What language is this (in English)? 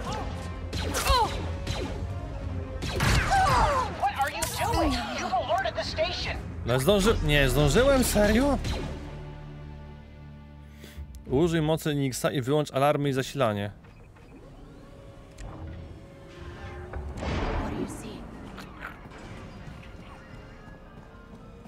Polish